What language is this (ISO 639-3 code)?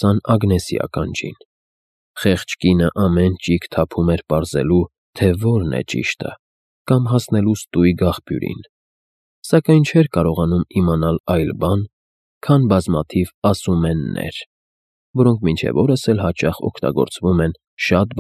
hye